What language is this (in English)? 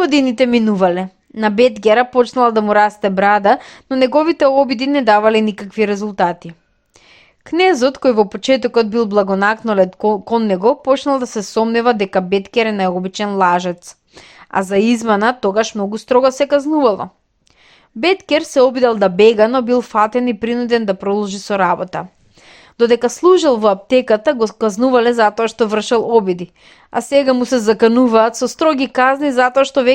Macedonian